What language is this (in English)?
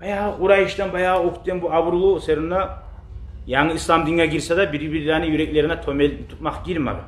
Kumyk